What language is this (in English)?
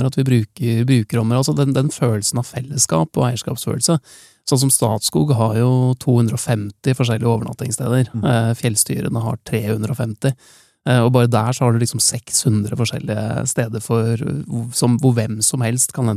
Norwegian